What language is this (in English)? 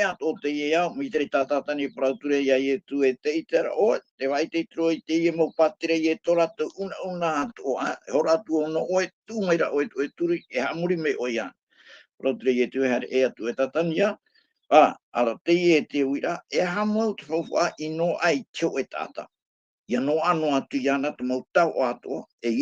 Tahitian